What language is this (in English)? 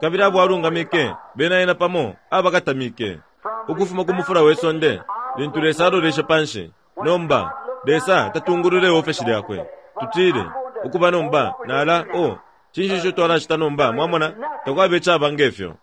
Bemba